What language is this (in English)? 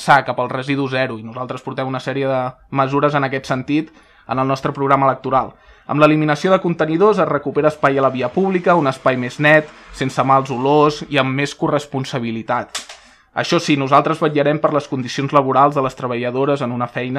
Catalan